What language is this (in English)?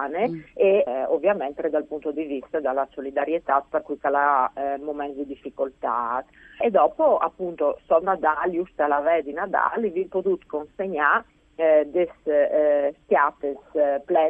Friulian